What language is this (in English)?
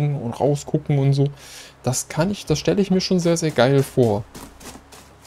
German